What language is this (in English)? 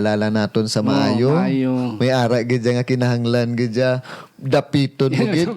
Hiligaynon